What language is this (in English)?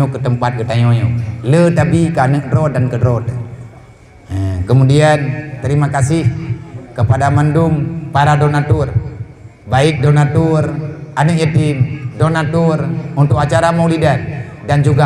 Achinese